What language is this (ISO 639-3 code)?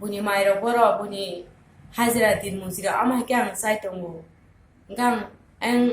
trp